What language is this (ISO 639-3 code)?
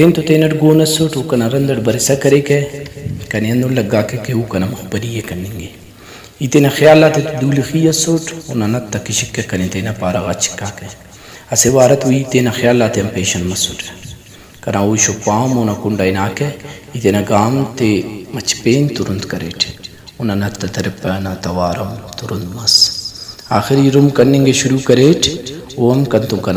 brh